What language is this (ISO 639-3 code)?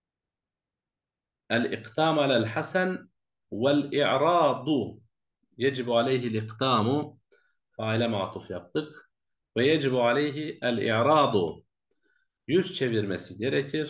tur